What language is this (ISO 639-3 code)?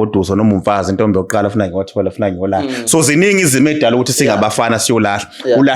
zul